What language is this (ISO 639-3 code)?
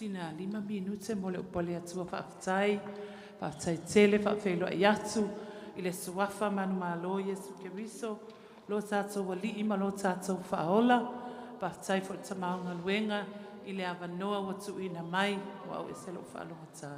smo